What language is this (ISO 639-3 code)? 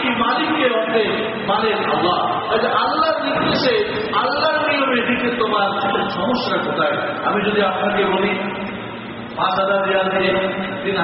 ben